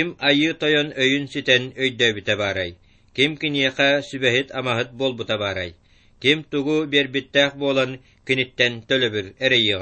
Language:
Yakut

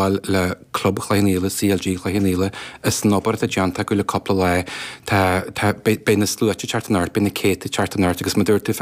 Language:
Irish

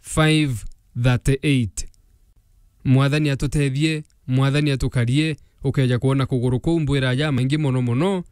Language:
Meru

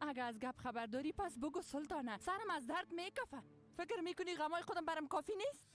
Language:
Persian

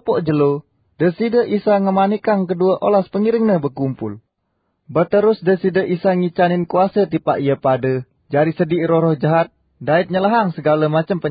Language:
Sasak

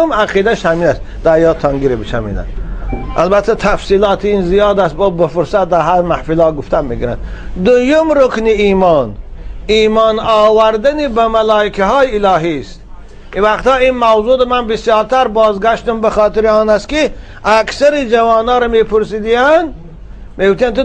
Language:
Tajik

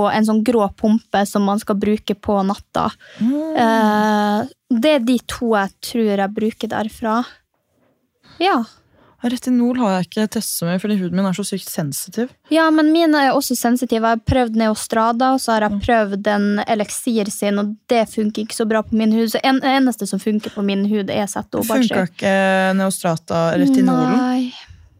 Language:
Norwegian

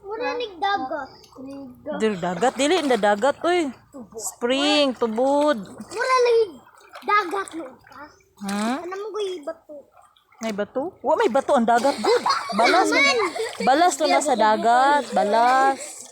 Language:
Cebuano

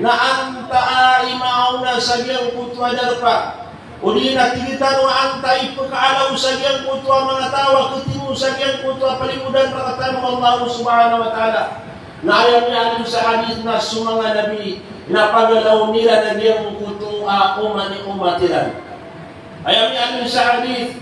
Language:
Maranao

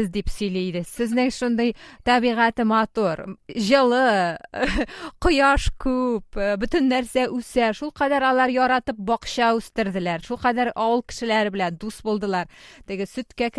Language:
Tatar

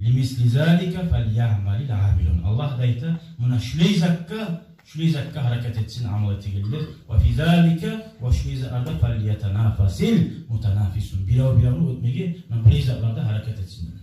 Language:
Kumyk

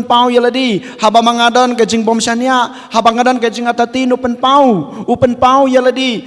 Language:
Khasi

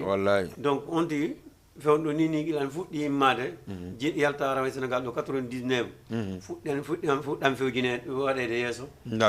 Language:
Fula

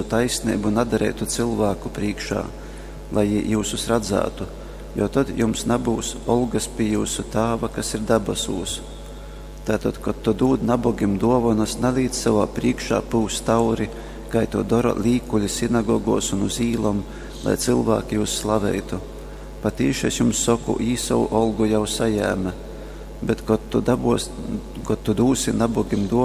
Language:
Latgalian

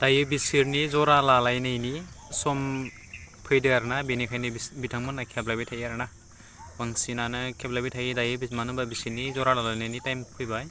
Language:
Bodo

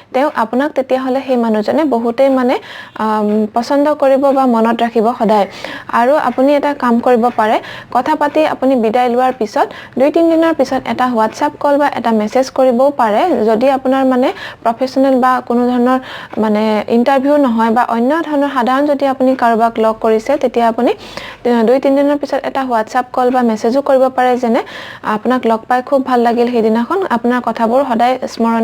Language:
Assamese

